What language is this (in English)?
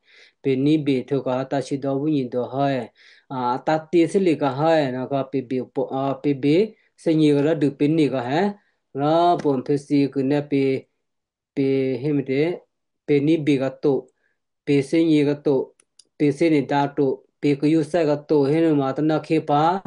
Western Kayah